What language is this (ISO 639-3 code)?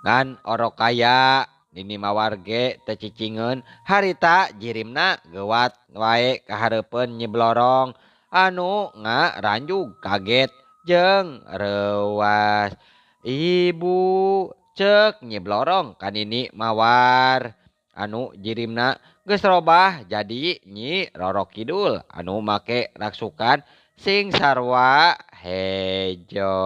sun